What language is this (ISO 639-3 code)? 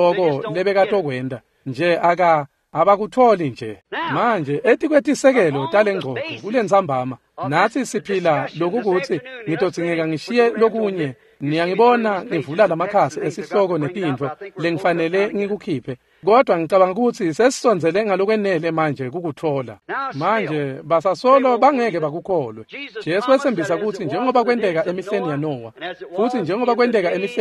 ssw